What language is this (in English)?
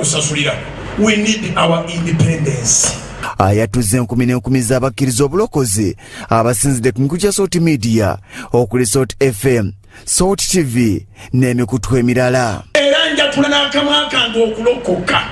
Ganda